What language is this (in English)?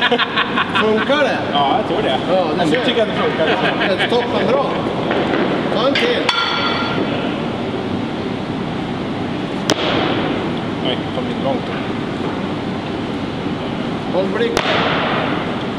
Swedish